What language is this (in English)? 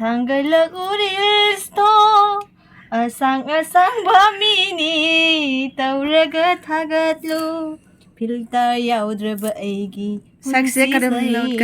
Manipuri